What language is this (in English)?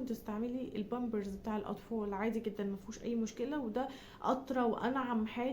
Egyptian Arabic